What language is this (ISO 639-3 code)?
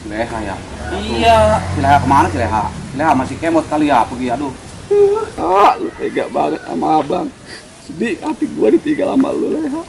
bew